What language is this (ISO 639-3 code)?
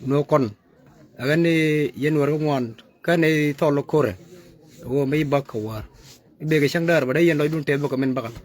nus